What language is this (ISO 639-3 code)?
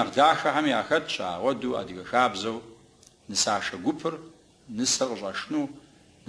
kbd